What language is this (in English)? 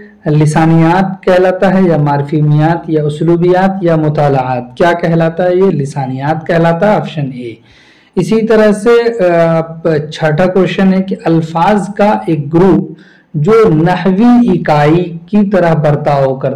Urdu